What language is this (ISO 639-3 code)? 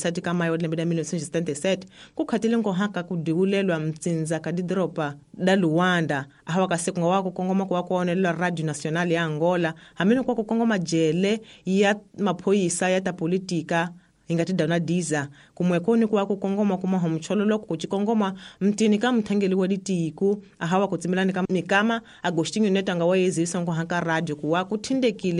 tso